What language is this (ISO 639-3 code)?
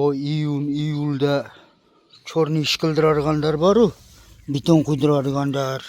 uzb